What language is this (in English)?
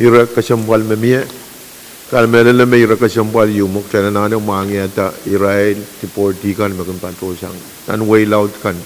Pohnpeian